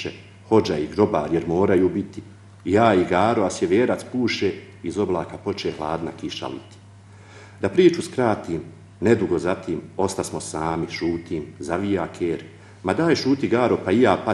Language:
Bosnian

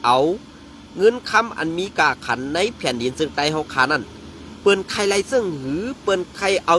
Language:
Shan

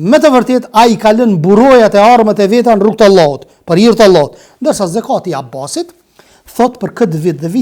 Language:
Albanian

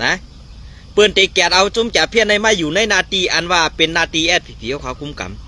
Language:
Shan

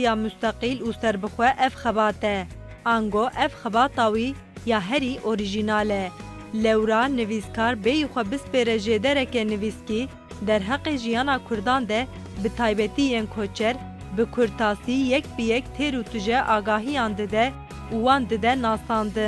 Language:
Kurdish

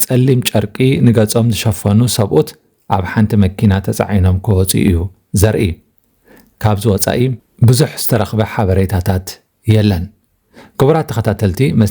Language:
Tigrinya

